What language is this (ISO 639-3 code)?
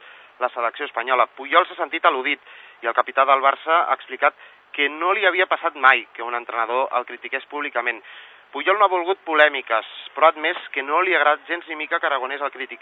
cat